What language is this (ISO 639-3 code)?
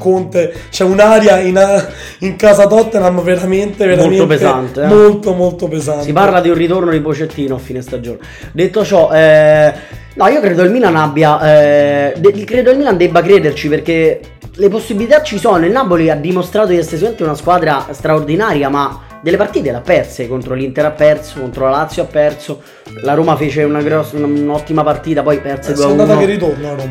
ita